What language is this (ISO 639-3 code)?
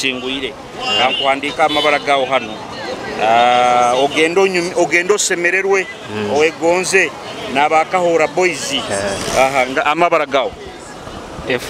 nyo